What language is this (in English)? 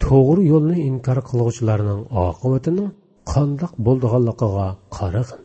Uyghur